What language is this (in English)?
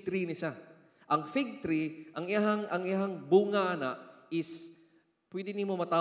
Cebuano